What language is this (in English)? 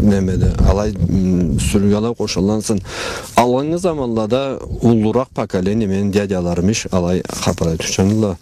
Karachay-Balkar